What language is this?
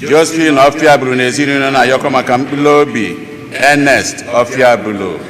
Igbo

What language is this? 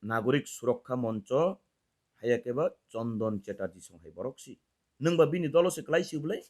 Kok Borok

